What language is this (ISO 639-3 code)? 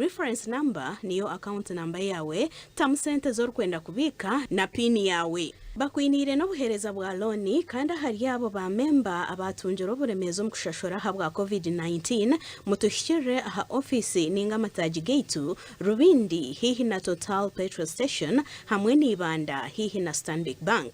nyn